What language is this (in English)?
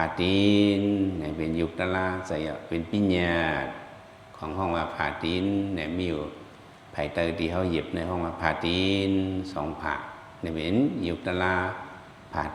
Shan